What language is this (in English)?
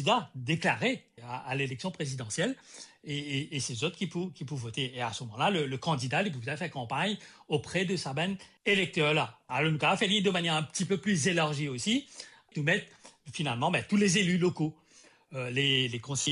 Morisyen